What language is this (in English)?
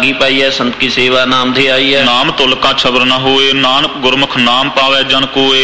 Punjabi